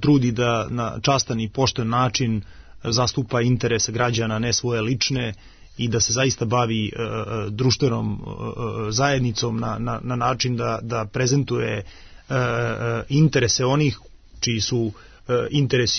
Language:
Serbian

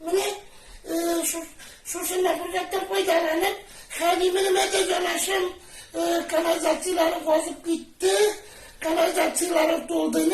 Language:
Tatar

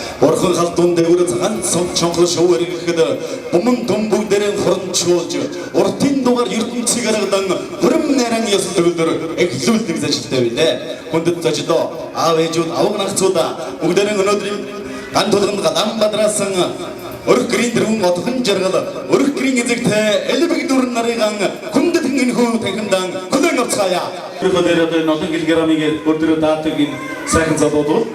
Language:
Mongolian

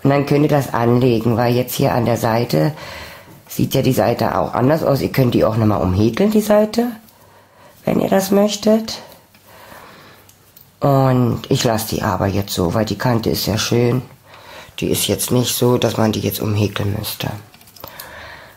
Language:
German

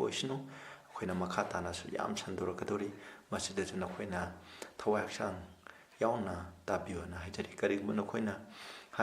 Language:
Manipuri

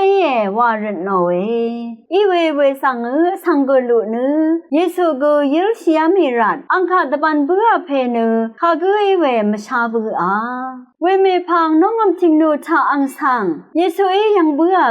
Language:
Rawang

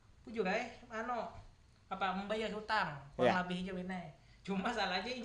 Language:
Banjar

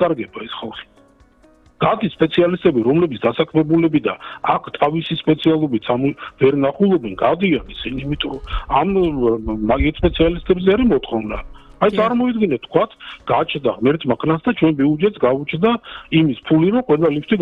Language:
Georgian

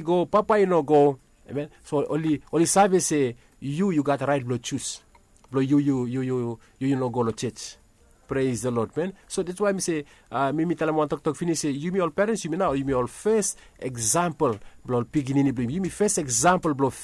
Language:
Bislama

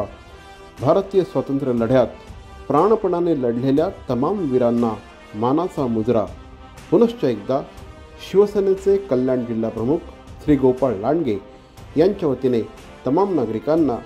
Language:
Marathi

